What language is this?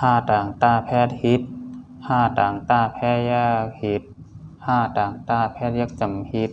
Shan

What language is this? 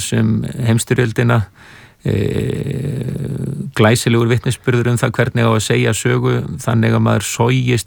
Icelandic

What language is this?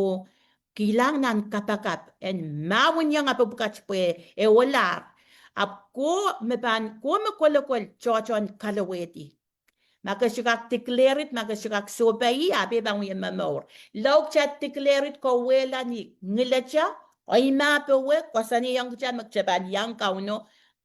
Pohnpeian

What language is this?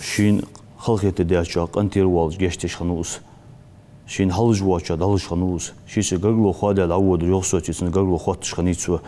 Ingush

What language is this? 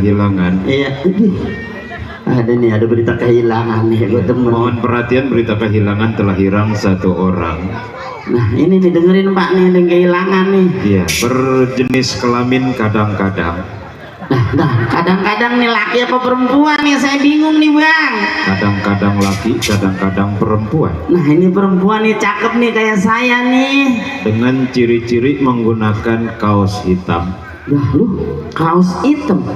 Betawi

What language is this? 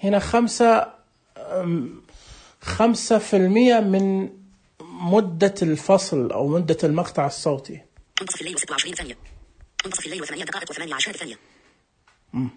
Najdi Arabic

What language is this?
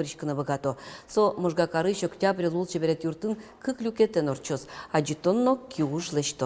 Udmurt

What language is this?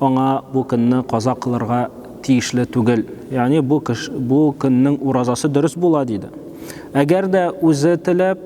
Tatar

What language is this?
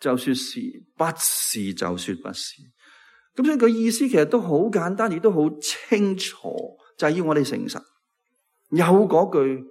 Cantonese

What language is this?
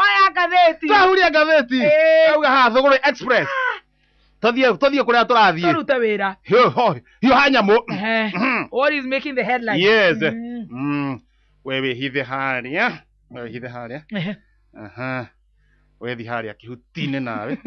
Kikuyu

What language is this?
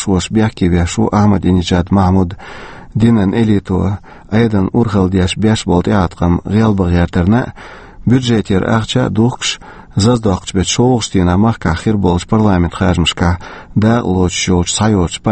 Chechen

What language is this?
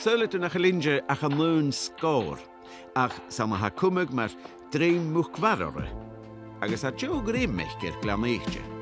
Scottish Gaelic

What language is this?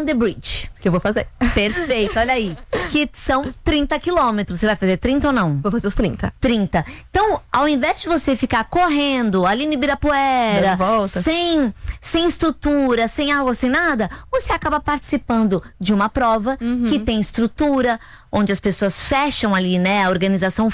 Portuguese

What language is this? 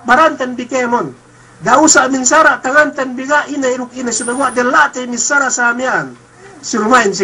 Yakan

